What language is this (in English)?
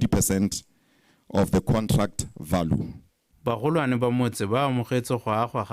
Tswana